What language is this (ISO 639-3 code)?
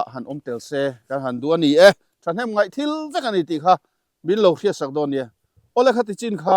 lus